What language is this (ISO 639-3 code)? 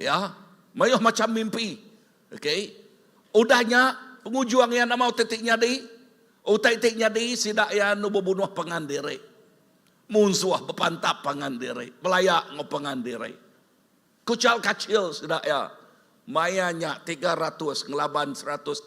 iba